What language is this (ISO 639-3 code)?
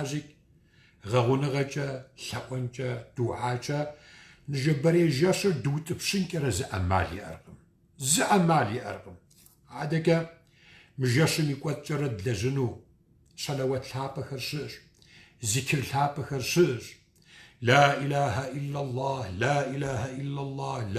kbd